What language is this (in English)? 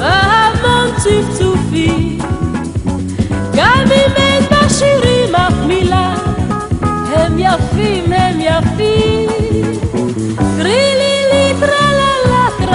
Hebrew